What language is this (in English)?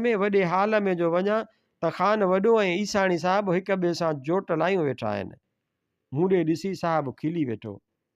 Sindhi